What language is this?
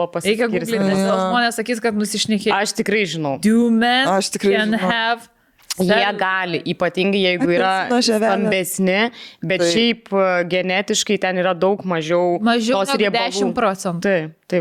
Lithuanian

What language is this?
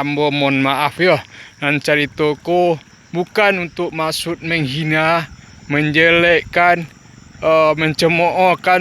Minangkabau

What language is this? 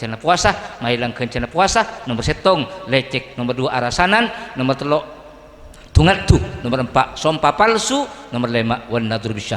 Madurese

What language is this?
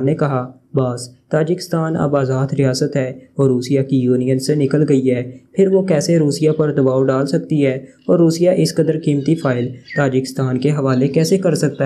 Urdu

